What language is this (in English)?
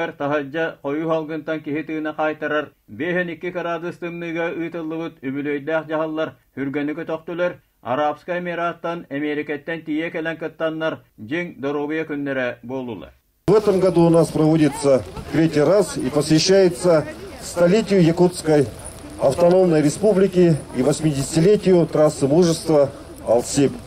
Yakut